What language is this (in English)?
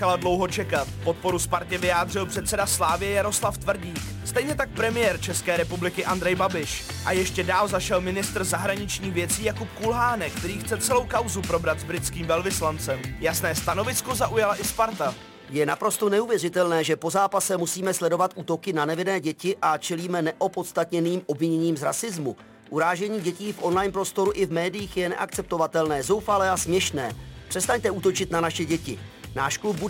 Czech